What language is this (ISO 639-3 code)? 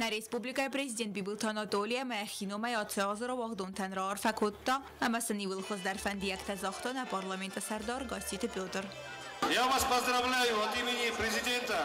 oss